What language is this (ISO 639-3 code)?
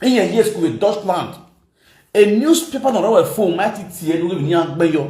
pcm